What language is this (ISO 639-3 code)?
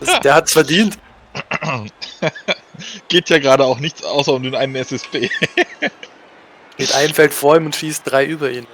gsw